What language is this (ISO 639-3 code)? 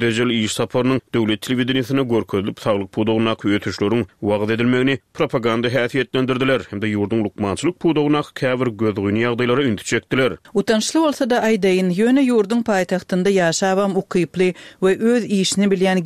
tuk